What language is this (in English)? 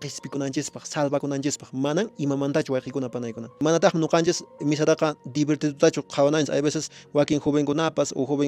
Quechua